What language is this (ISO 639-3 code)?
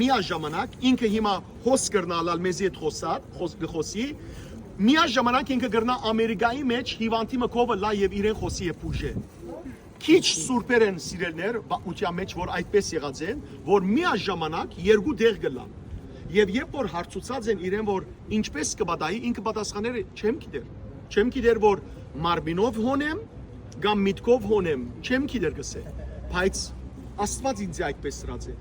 hyw